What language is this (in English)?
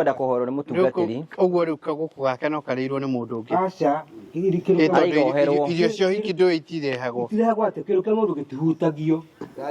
Kikuyu